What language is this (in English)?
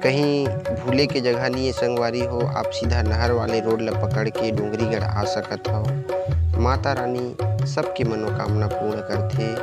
Chhattisgarhi